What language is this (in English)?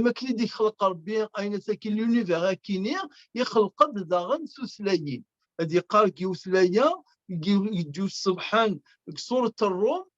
Kabyle